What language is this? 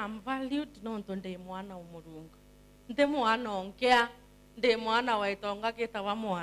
Meru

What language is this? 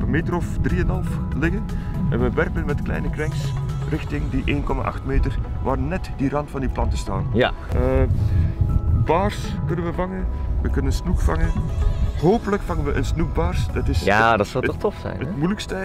Dutch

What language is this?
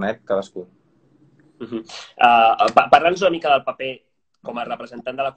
Catalan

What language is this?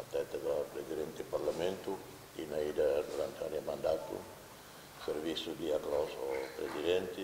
Tetum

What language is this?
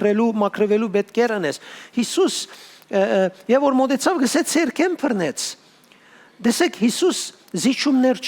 Western Armenian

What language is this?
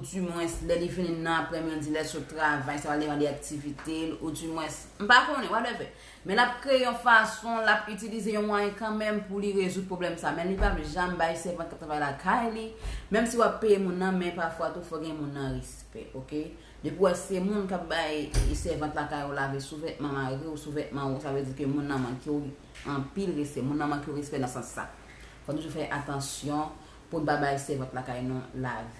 Haitian Creole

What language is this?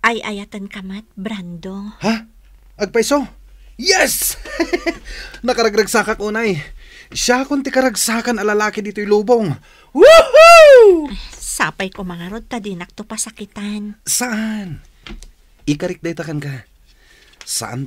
Iloko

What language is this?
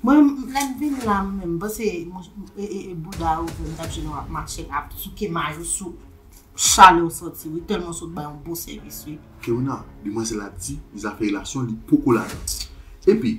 Haitian Creole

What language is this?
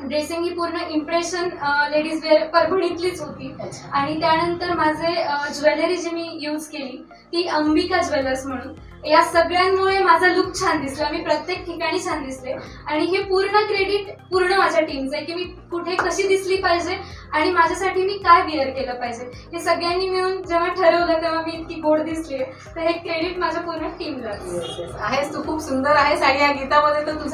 Marathi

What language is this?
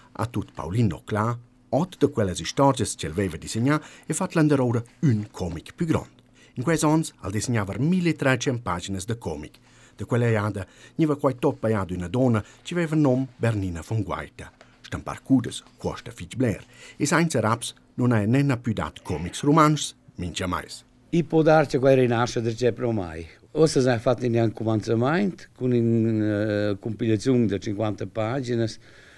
Romansh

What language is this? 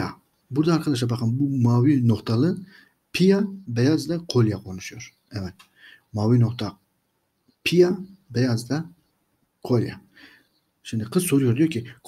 Turkish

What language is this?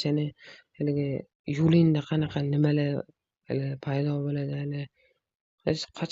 Uzbek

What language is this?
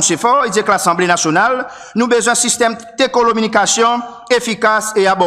Seselwa Creole French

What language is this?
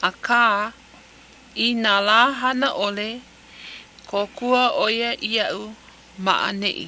Hawaiian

